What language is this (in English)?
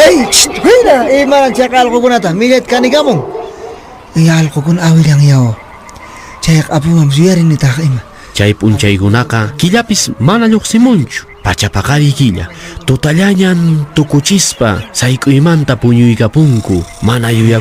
Quechua